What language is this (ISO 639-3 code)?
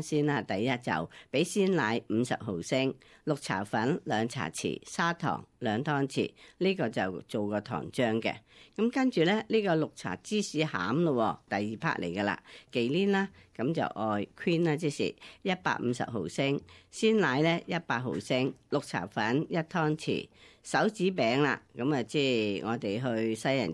yue